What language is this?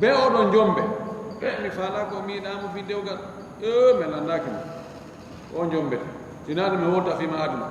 Fula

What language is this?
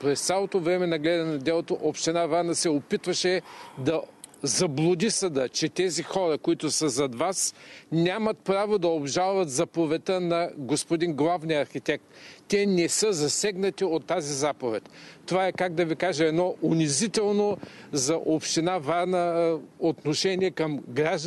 Bulgarian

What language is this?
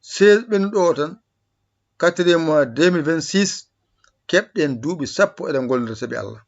Fula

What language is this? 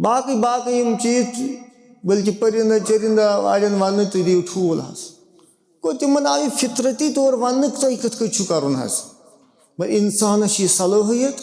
Kashmiri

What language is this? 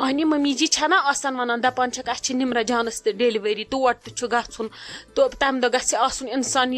Kashmiri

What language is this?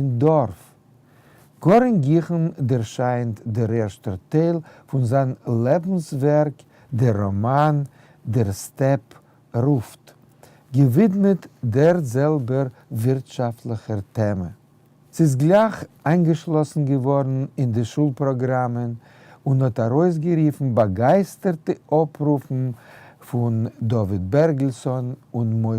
Yiddish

